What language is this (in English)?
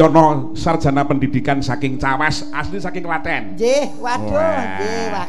Javanese